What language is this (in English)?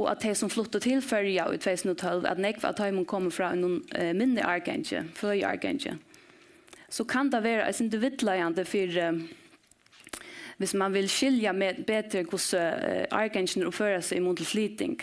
Faroese